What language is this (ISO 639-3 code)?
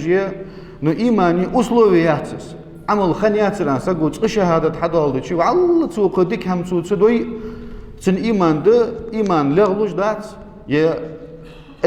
inh